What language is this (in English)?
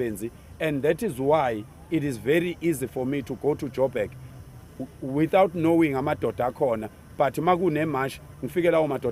Zulu